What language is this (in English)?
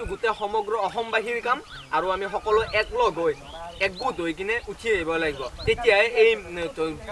Assamese